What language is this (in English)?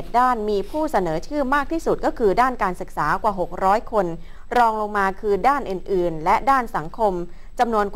Thai